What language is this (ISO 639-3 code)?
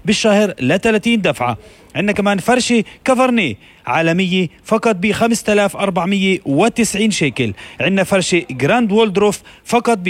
apc